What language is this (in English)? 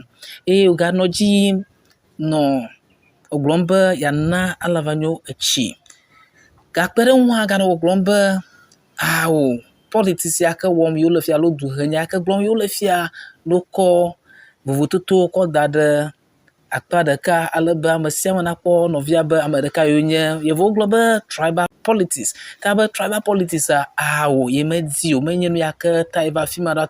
Ewe